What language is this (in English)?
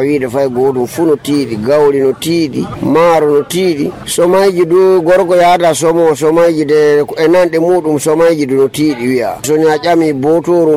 Fula